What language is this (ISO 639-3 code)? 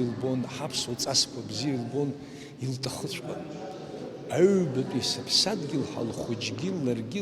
abk